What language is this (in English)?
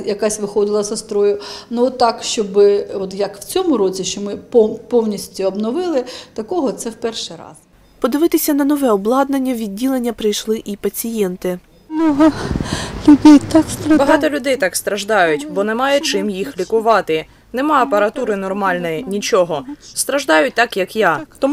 Ukrainian